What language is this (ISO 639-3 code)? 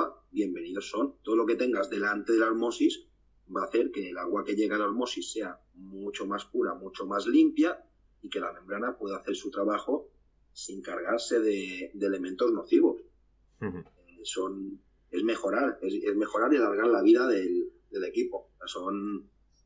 spa